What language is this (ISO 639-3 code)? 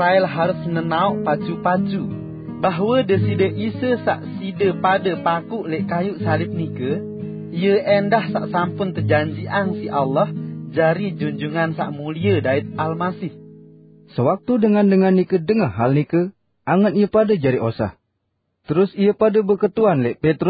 sas